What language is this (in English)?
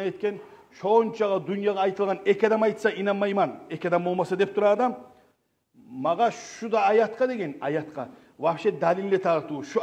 Kumyk